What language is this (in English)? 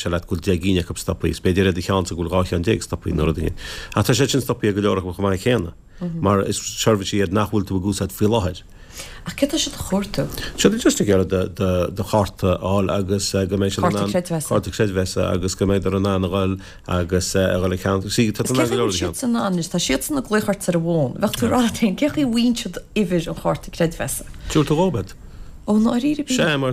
Irish